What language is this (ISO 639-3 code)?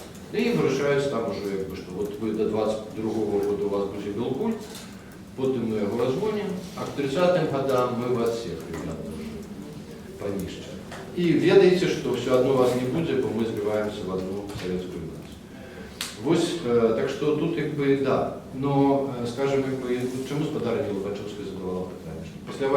bel